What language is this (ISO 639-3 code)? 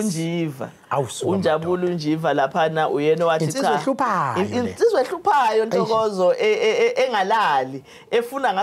zul